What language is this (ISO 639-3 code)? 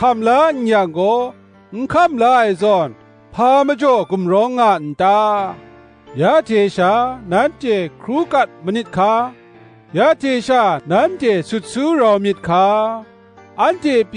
kac